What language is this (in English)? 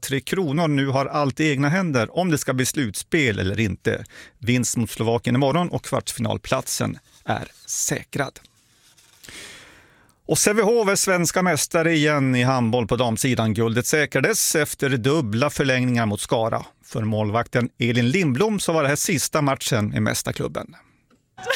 Swedish